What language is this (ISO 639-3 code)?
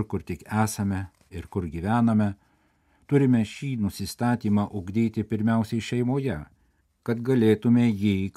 lit